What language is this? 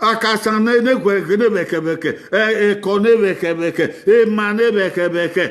Bini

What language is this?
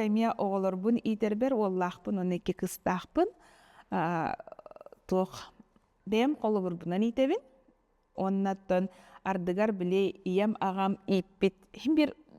Yakut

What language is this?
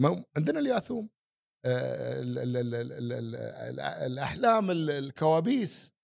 Gulf Arabic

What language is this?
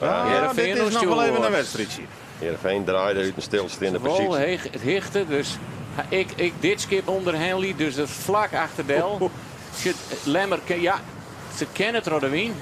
Western Frisian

